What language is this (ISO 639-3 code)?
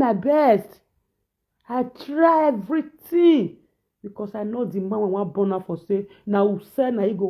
pcm